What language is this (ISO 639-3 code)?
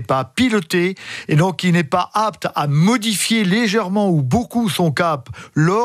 fra